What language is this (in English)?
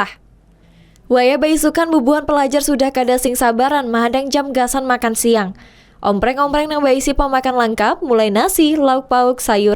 Banjar